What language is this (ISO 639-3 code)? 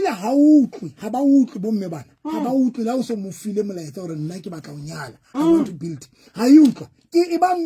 sot